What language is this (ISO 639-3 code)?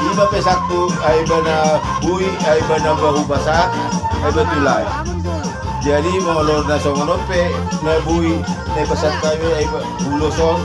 bbc